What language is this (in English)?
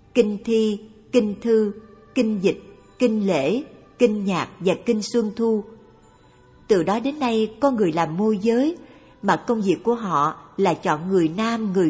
Vietnamese